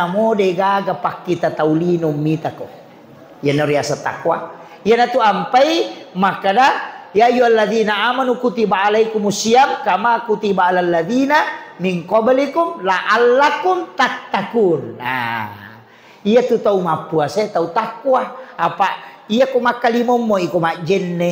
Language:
Buginese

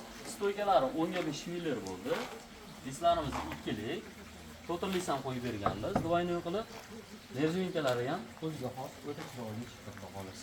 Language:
Uzbek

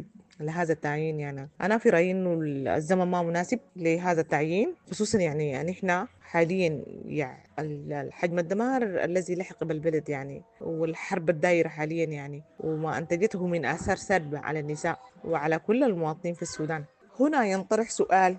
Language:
Sudanese Arabic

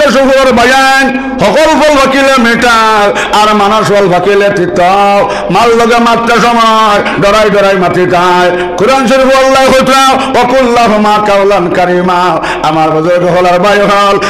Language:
Sylheti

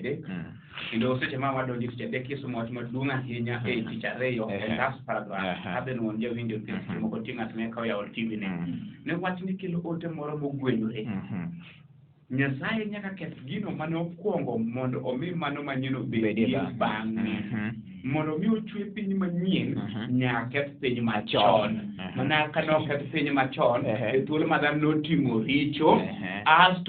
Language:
Luo (Kenya and Tanzania)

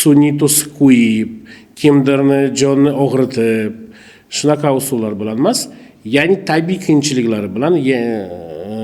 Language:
Uzbek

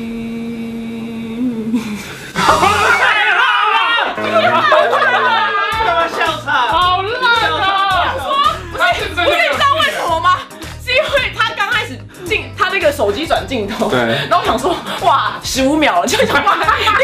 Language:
Chinese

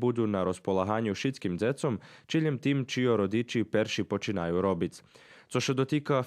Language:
Rusyn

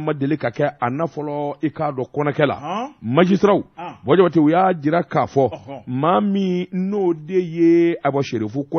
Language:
Bambara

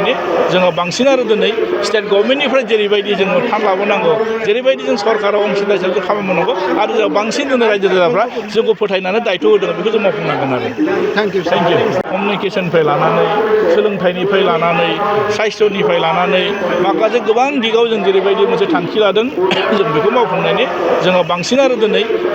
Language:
Bodo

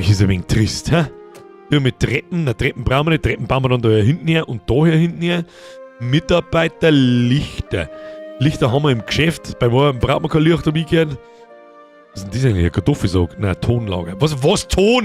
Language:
Bavarian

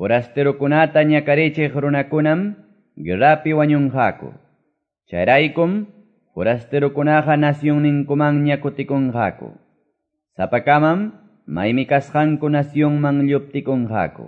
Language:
Quechua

